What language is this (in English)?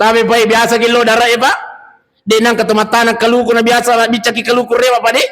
Buginese